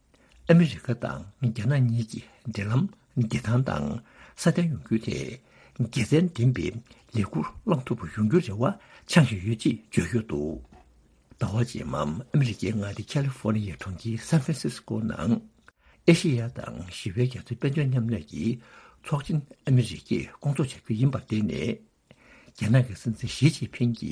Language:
Tibetan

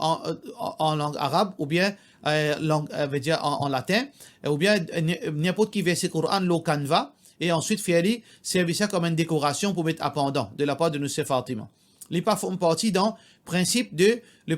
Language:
Morisyen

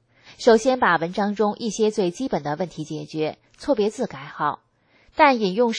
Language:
Chinese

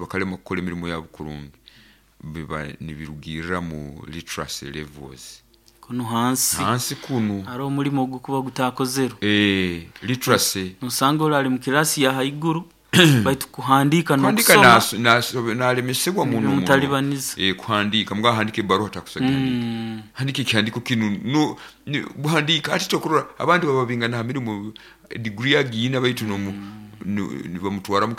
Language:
Nyoro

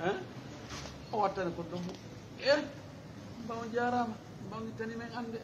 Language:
Fula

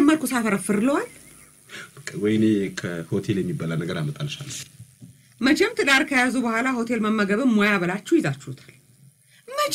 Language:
Amharic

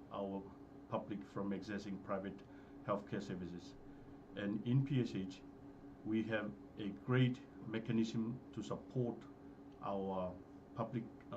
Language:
Fijian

